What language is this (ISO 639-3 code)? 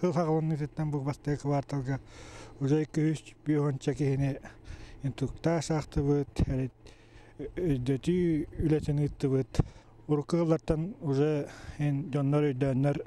sah